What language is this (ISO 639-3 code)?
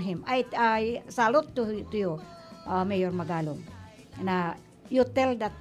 bik